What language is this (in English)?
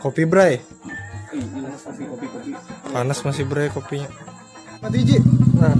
Banjar